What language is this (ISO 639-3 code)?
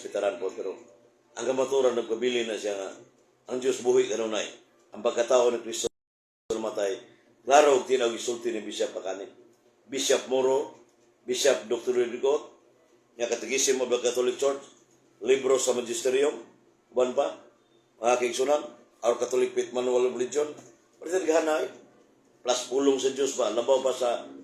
ceb